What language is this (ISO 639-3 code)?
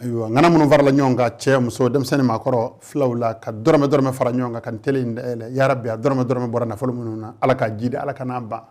bam